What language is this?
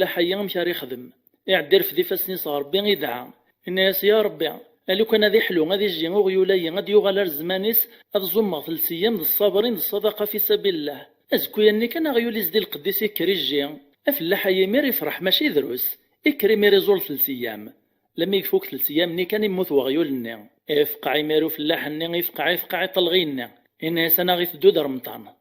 Kabyle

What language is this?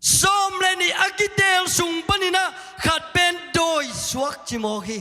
Tedim Chin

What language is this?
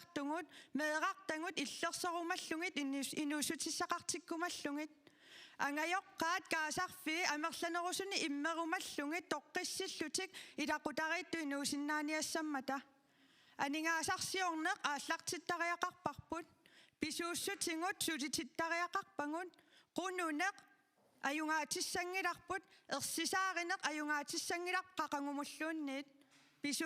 Kalaallisut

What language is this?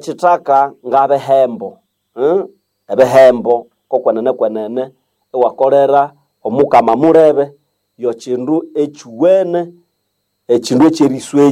Nande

